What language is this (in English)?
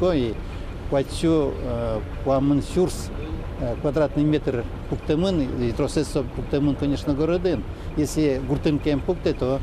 Udmurt